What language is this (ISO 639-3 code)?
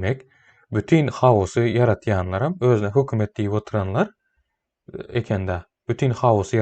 tuk